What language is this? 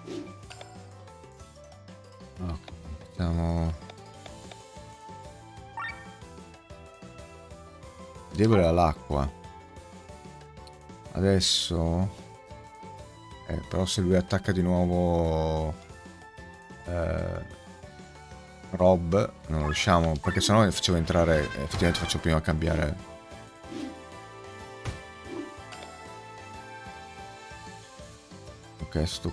Italian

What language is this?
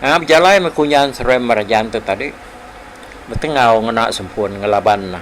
Iban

